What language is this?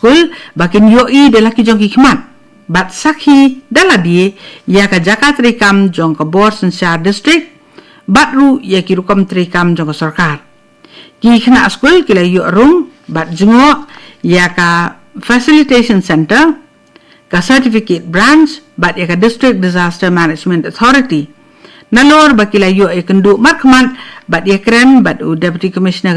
Khasi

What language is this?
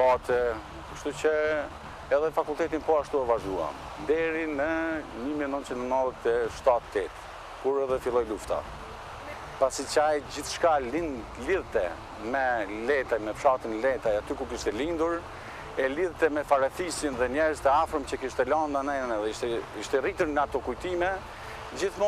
Albanian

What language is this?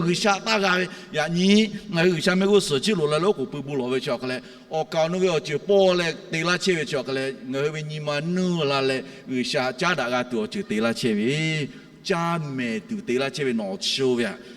Lahu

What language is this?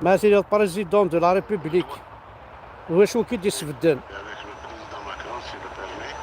Kabyle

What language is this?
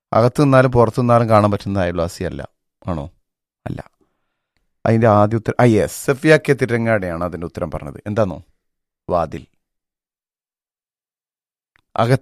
Malayalam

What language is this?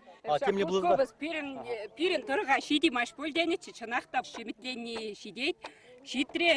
Chuvash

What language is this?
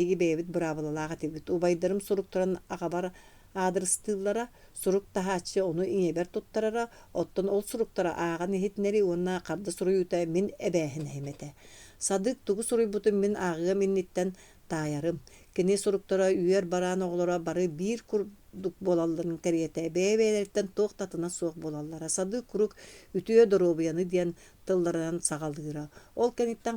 Yakut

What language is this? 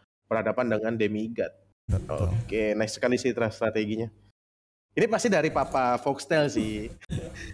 Indonesian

